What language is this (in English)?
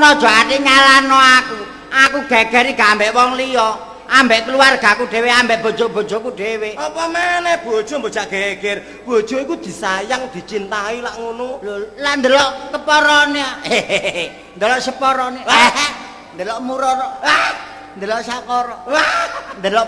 Javanese